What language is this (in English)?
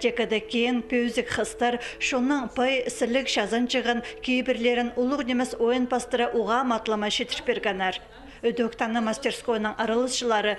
Khakas